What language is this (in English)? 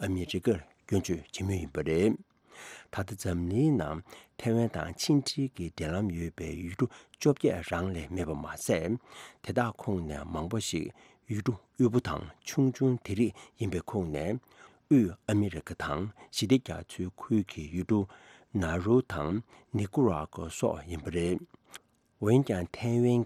Tibetan